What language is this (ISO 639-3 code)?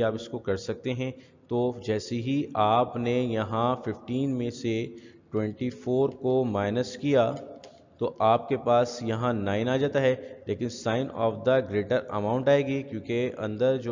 urd